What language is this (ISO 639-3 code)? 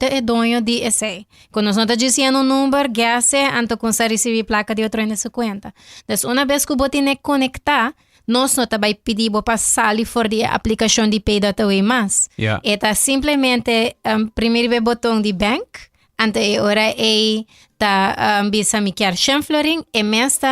pap